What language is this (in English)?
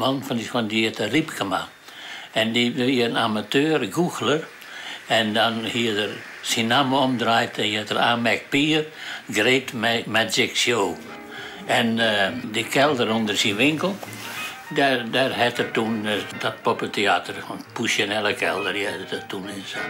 Western Frisian